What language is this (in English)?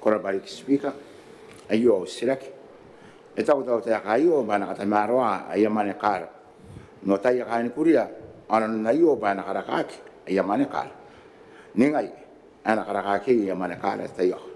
Gilbertese